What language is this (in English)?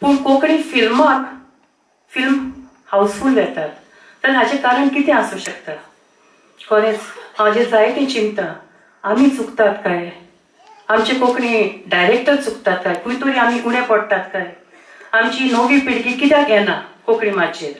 Konkani